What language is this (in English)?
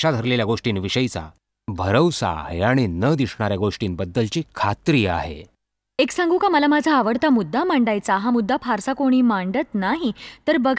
Marathi